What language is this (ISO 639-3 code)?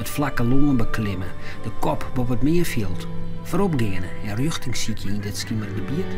fry